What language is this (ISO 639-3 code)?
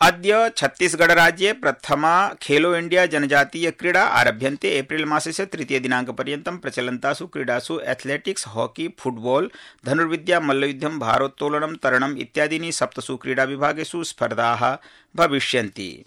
san